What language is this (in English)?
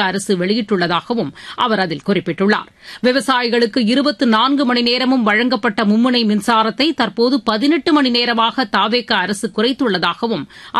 Tamil